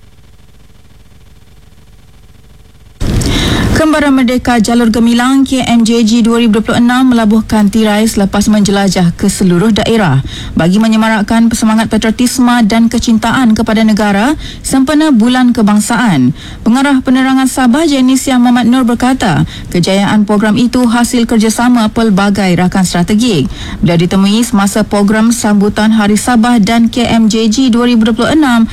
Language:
Malay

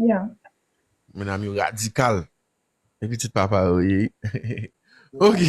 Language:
Haitian Creole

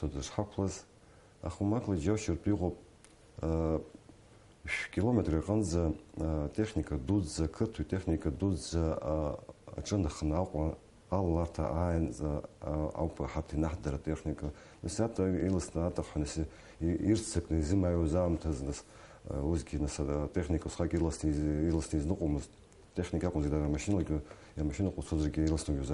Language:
Abkhazian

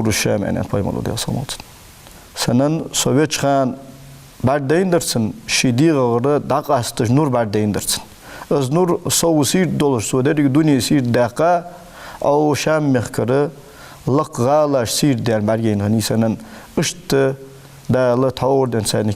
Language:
Ingush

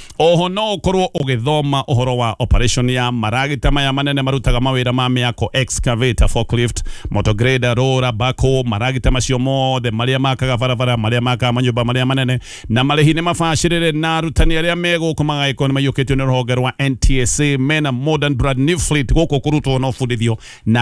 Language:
Kikuyu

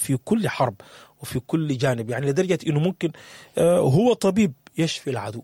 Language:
Sudanese Arabic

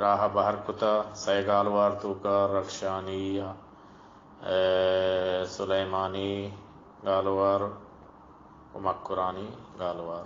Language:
Baluchi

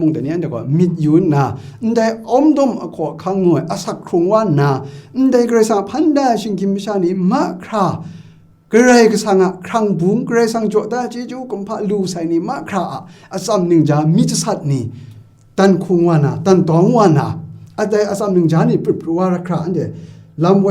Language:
Kachin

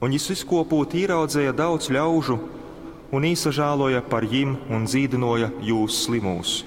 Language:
Latgalian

